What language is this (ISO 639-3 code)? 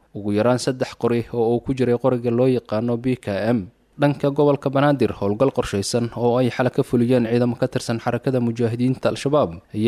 som